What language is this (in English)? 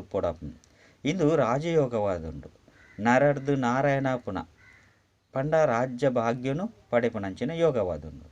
Tulu